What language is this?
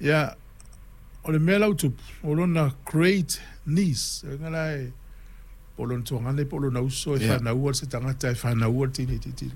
Samoan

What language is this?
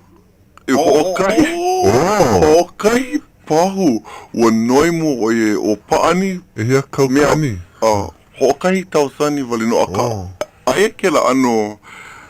Hawaiian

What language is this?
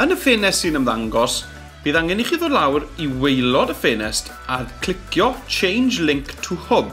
Welsh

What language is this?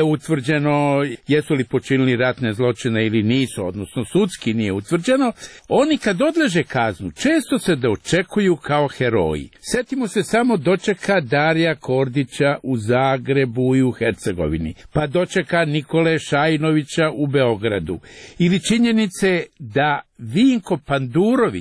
Croatian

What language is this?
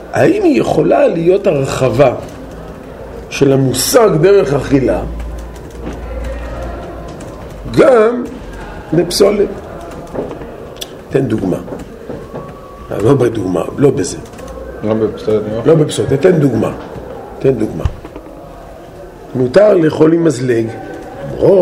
Hebrew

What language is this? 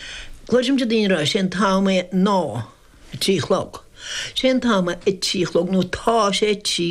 Irish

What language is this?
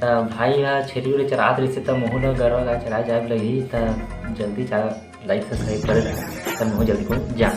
Chhattisgarhi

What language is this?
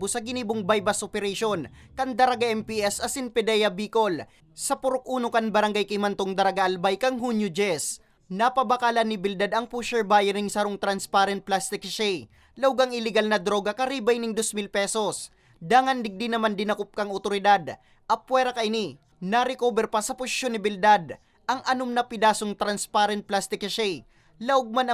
Bikol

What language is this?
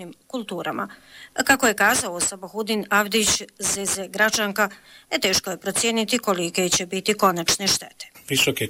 Bosnian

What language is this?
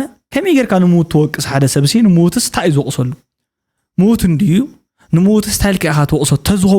Tigrinya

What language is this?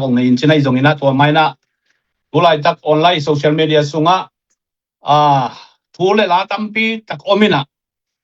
Tedim Chin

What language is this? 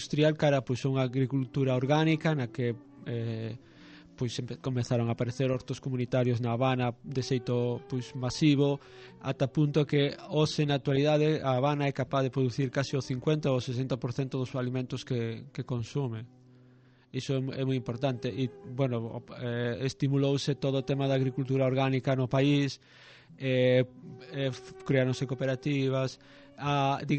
Galician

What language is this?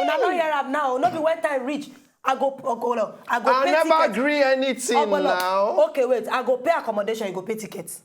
Nigerian Pidgin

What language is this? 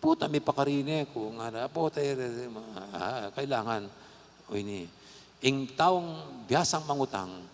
Pampanga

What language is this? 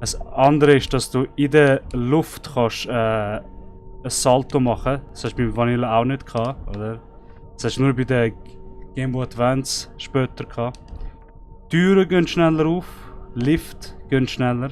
Swiss German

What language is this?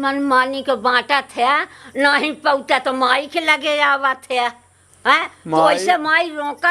Awadhi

